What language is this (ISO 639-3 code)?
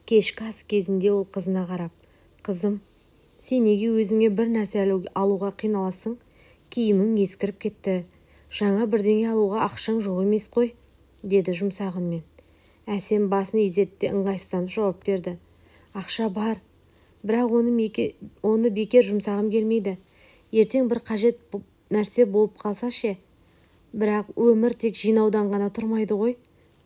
kaz